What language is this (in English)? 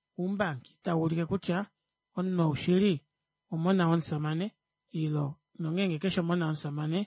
Kuanyama